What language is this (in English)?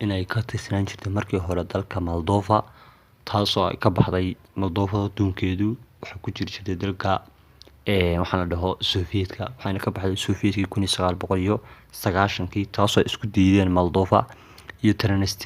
Somali